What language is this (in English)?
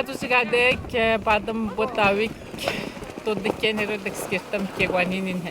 Atikamekw